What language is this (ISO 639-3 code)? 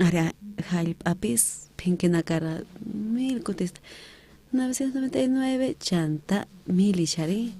quh